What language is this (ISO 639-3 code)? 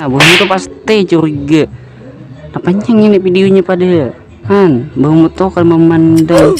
bjn